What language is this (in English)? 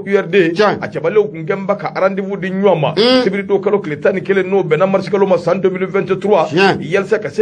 Bambara